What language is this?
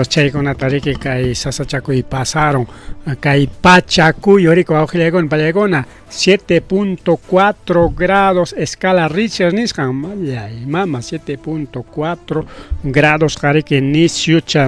Ayacucho Quechua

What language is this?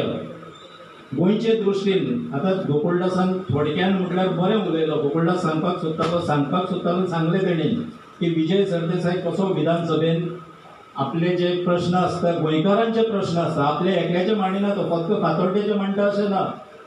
Konkani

